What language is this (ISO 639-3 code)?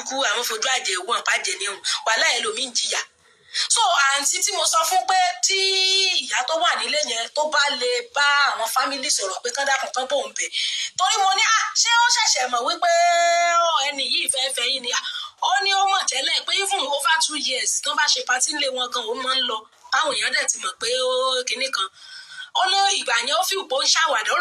yor